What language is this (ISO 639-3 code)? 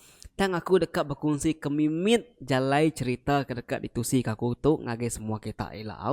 iba